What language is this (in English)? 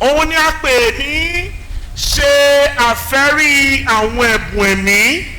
Yoruba